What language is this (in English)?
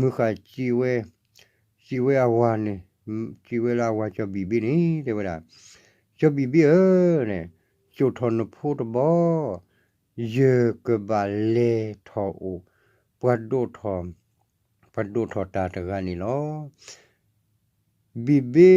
S'gaw Karen